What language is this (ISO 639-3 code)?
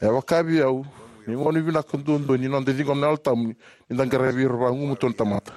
fij